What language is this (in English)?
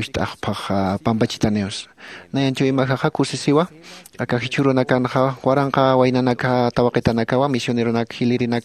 Aymara